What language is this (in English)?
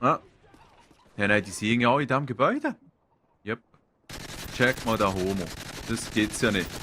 Swiss German